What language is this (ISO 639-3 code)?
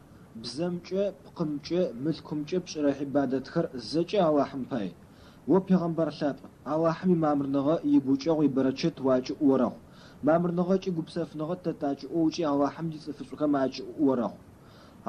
ady